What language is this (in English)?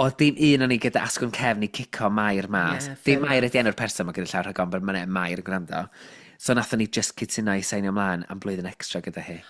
Welsh